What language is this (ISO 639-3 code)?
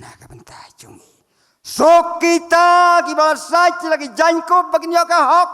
kha